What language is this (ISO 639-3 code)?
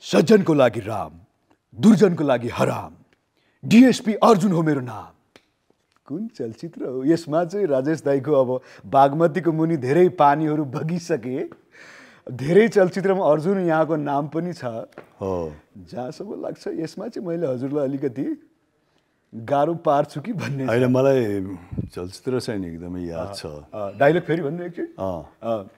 nep